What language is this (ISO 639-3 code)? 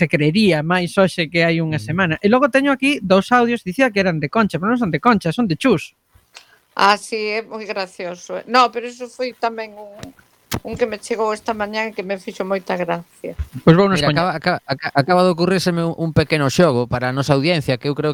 glg